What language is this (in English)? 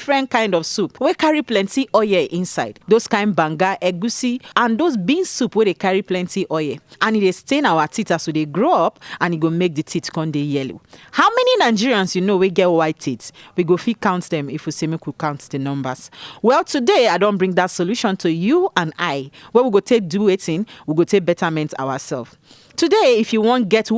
Nigerian Pidgin